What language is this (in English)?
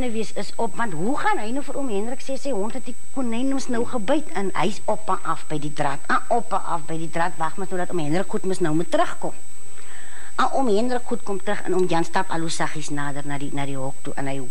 Afrikaans